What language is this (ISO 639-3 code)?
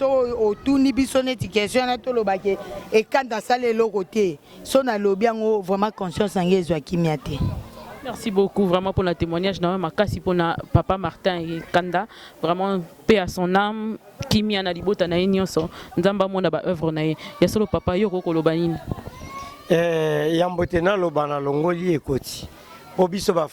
lin